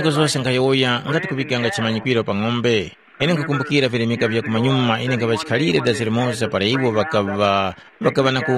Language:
Tumbuka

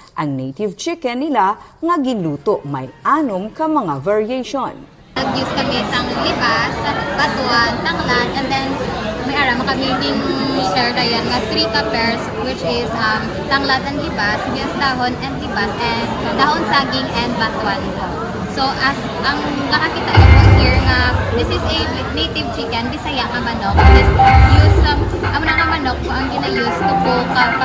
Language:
Hiligaynon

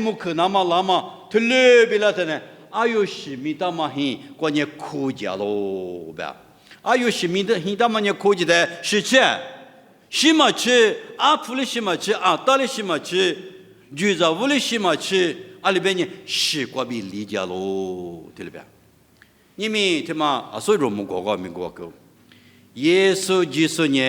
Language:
Lisu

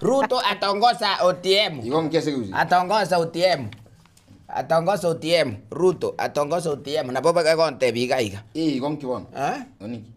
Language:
Gusii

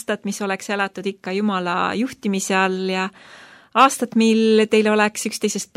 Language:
Estonian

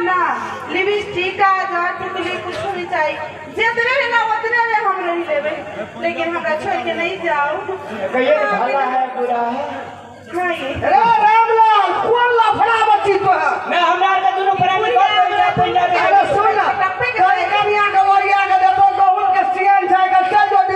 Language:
Maithili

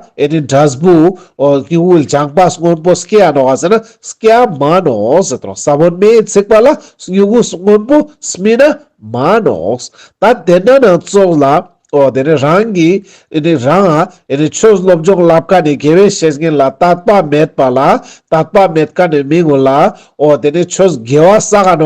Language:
Ladakhi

